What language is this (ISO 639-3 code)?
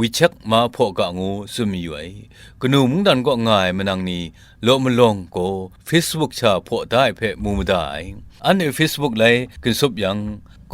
kac